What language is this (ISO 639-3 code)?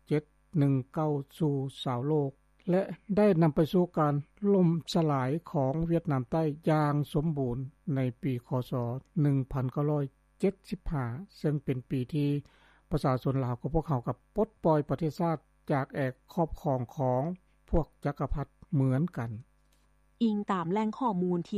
lao